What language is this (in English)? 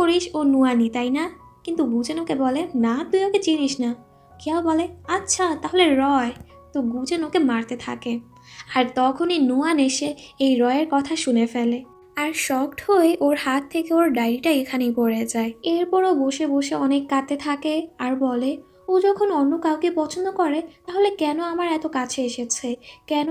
Bangla